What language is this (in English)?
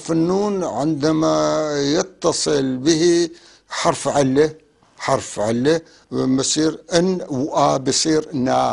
North Levantine Arabic